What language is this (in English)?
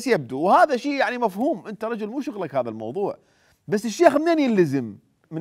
Mesopotamian Arabic